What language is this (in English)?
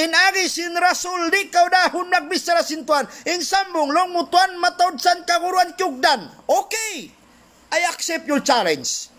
Tausug